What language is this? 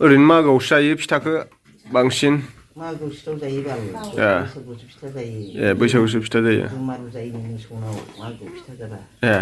Bodo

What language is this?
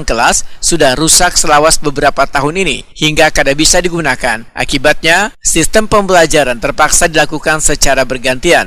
Banjar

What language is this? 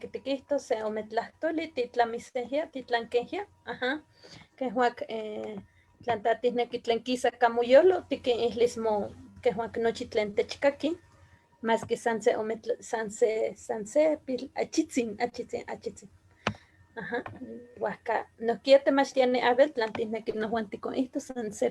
Eastern Huasteca Nahuatl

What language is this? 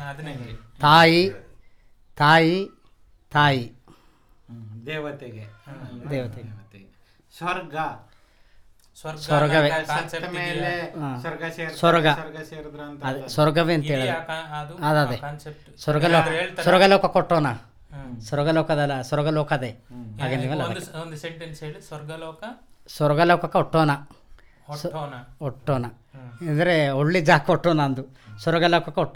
Kannada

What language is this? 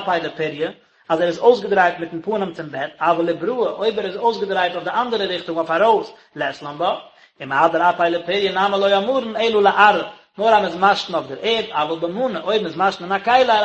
Yiddish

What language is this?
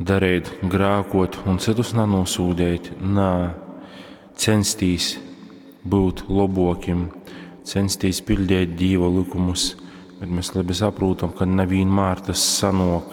Latgalian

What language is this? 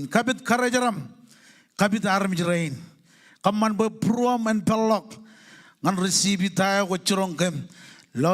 Marshallese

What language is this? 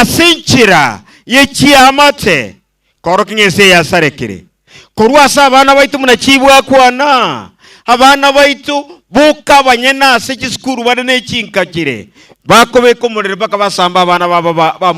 Gusii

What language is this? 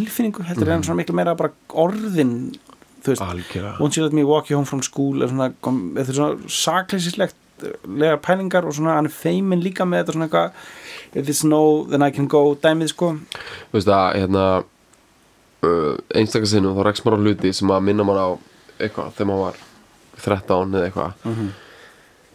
Icelandic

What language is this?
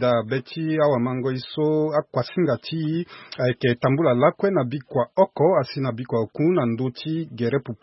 Sango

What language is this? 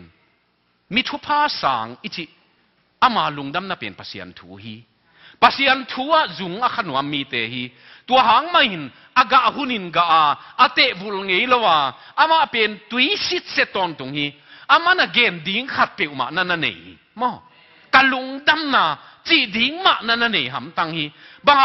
Tedim Chin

